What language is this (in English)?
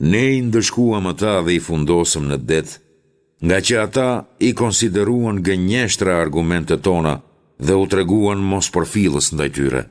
Albanian